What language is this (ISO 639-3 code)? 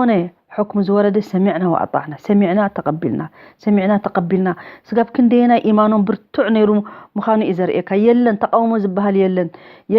tir